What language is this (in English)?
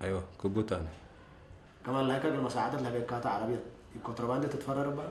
Tigrinya